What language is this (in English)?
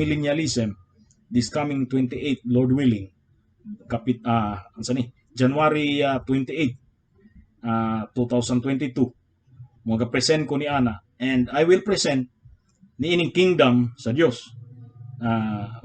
Cebuano